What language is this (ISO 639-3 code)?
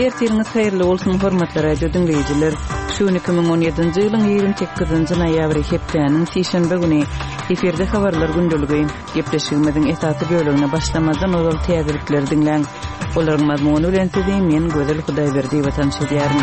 kir